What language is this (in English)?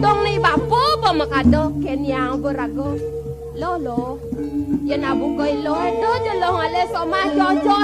Balinese